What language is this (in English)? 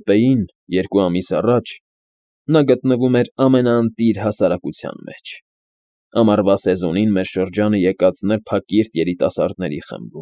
Armenian